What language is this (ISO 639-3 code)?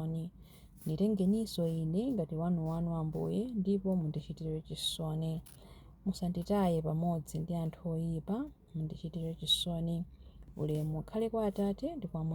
nya